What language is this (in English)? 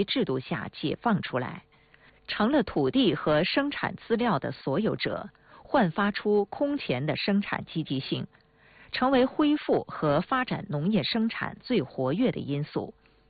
Chinese